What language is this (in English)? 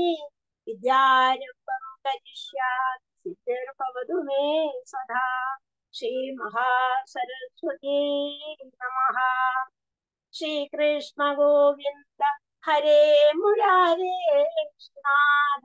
Malayalam